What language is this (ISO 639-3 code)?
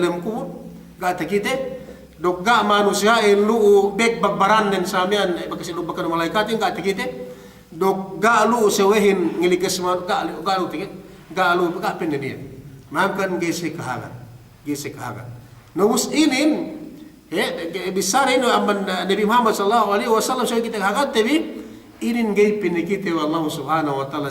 yka